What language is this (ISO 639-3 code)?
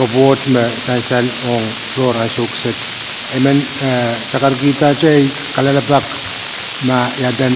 pon